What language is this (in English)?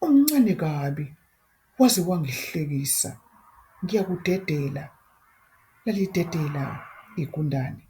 Zulu